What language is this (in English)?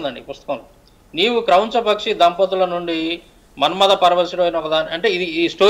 Telugu